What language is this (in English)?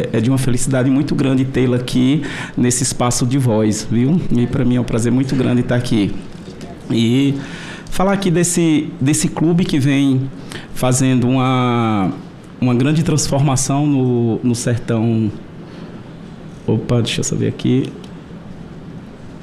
Portuguese